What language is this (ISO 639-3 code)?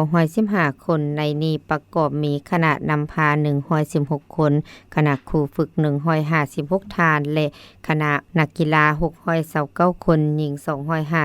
lao